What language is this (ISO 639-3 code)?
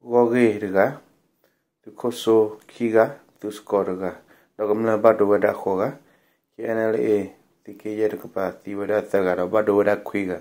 ksw